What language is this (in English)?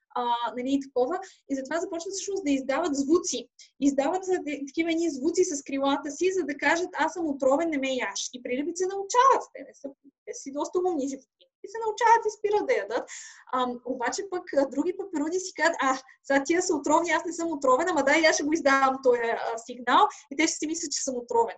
Bulgarian